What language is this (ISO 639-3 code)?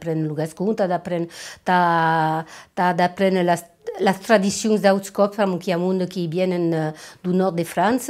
oci